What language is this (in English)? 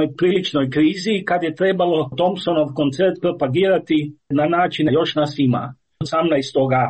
Croatian